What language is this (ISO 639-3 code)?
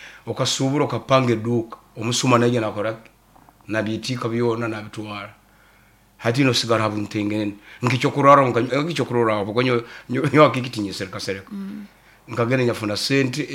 nyn